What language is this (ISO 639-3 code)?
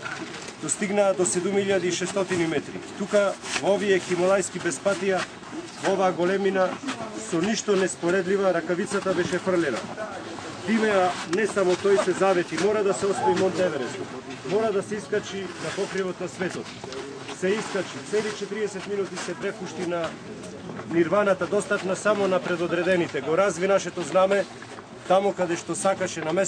mkd